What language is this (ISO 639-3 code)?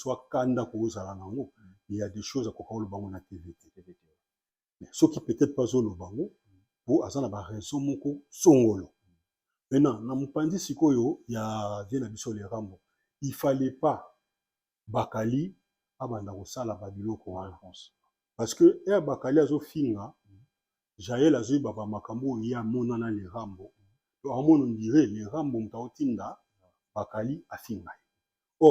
lin